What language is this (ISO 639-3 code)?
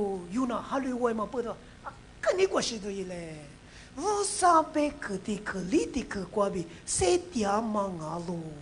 lis